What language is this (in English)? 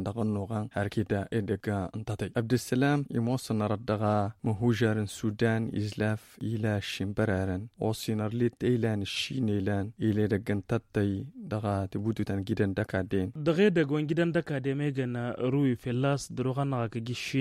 Tamasheq